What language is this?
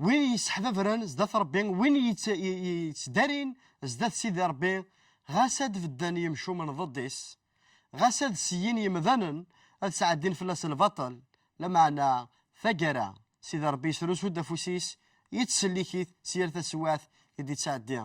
Kabyle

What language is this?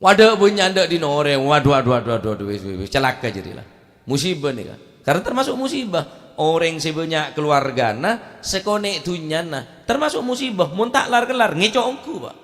Madurese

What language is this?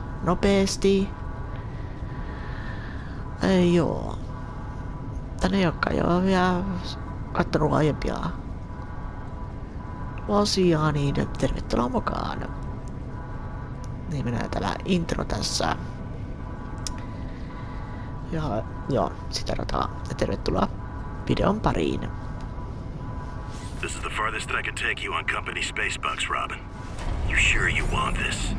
Finnish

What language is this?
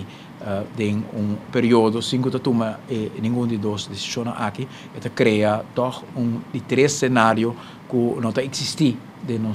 Papiamento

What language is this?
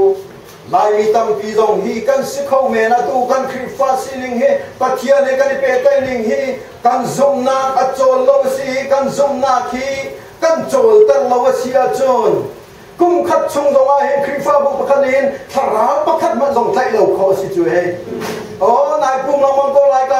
Hakha Chin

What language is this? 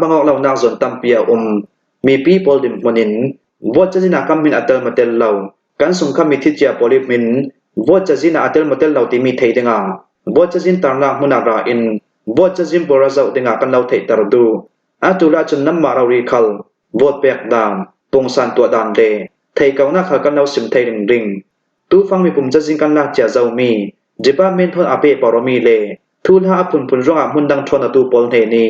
Hakha Chin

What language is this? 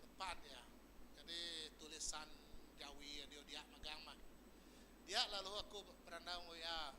Iban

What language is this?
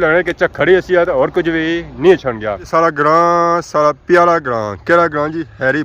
Pahari-Potwari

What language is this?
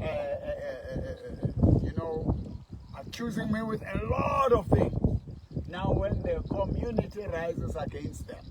Southern Sotho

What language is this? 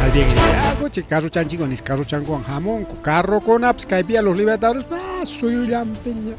Ayacucho Quechua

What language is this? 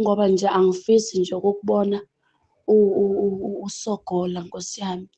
Zulu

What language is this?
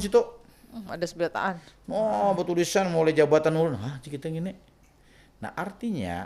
Banjar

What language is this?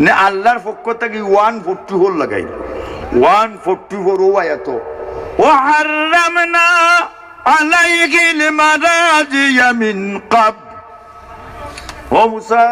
Sylheti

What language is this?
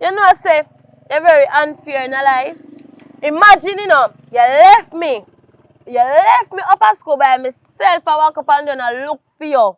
Jamaican Creole English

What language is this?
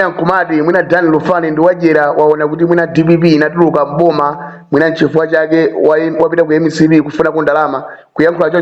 Nyanja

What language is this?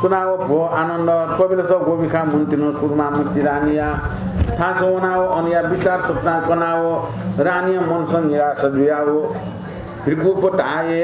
Newari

